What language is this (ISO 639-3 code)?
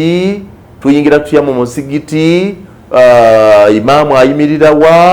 lug